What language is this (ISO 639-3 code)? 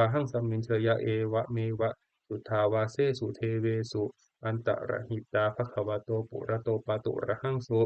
pli